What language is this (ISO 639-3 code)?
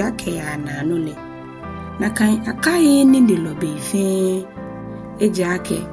gaa